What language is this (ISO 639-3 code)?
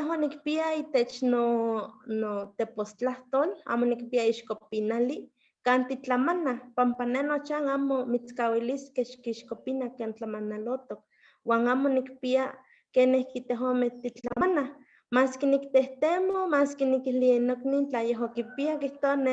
nhe